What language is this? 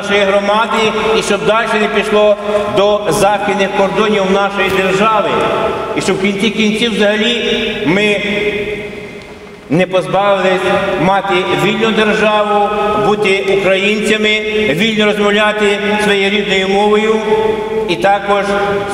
Ukrainian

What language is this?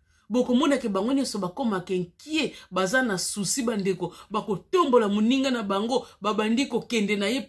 Lingala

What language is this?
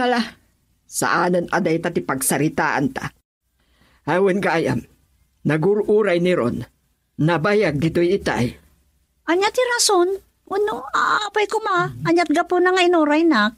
Iloko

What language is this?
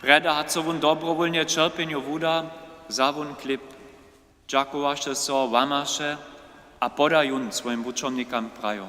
Upper Sorbian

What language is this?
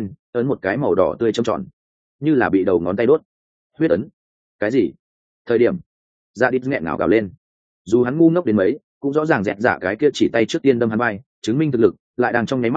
Vietnamese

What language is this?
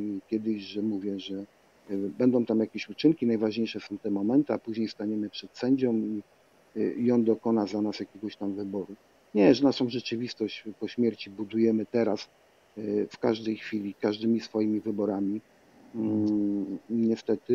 Polish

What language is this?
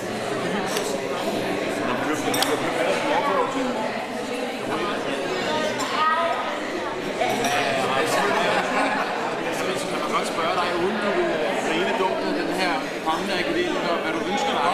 Danish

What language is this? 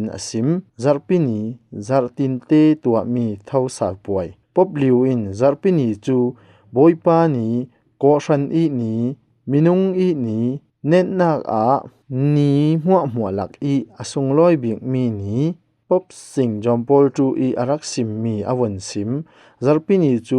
Falam Chin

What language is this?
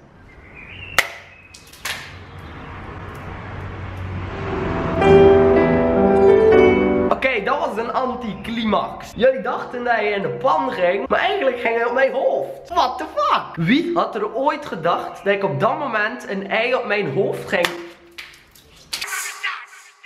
Dutch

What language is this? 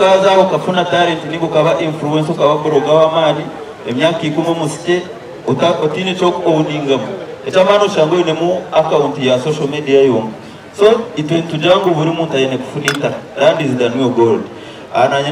Nyankole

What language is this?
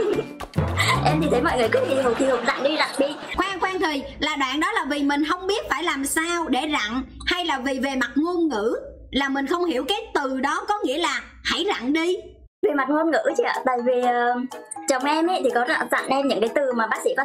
Vietnamese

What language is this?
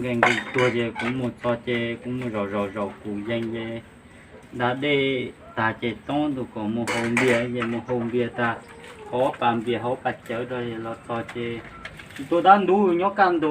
Hmong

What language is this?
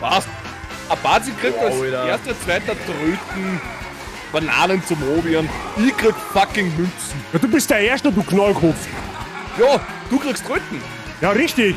Bavarian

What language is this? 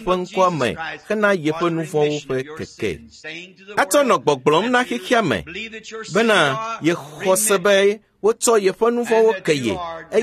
Ewe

